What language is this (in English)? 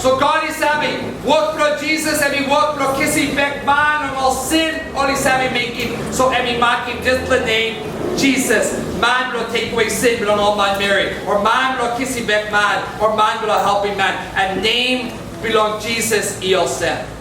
Tok Pisin